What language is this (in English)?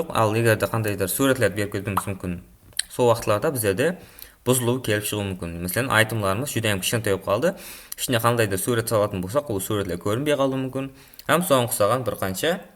Kara-Kalpak